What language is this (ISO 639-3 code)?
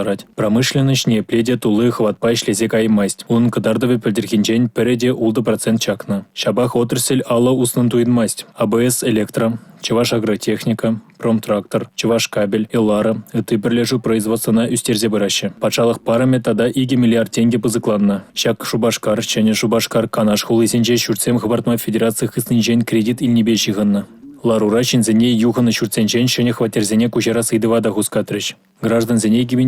chv